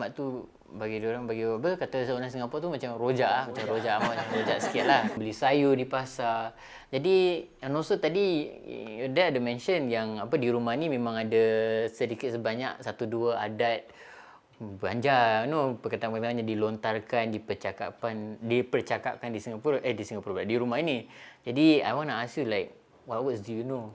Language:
Banjar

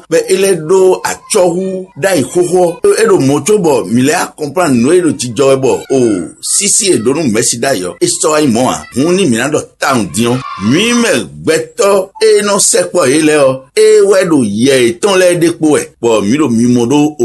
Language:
Fon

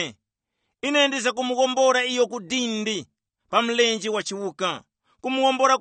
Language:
Tumbuka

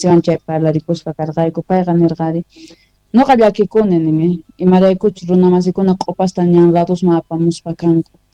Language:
South Bolivian Quechua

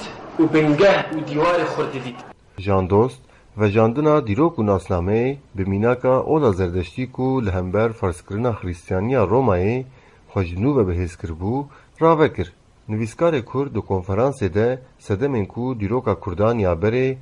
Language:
Kurdish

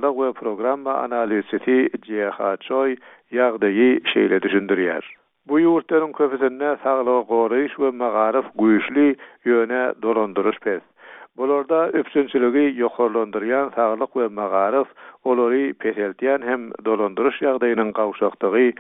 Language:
Turkmen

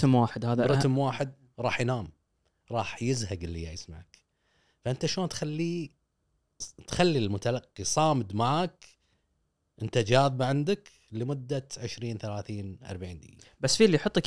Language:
Gulf Arabic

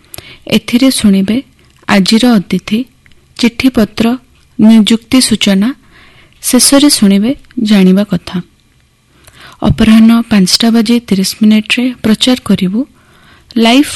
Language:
Odia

